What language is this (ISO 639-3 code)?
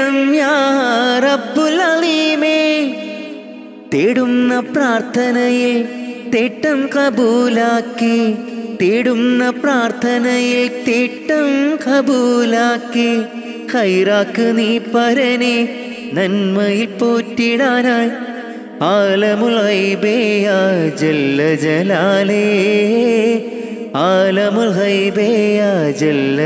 mal